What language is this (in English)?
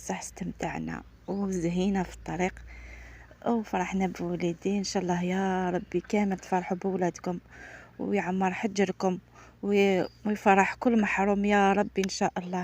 Algerian Arabic